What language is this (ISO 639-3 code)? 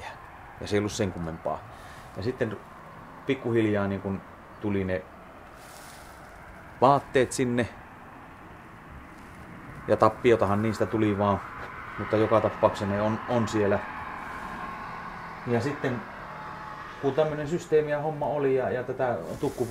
fin